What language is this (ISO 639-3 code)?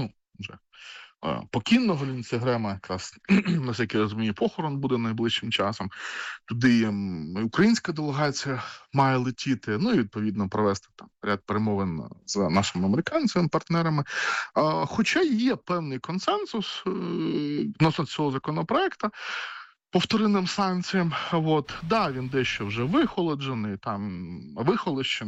ukr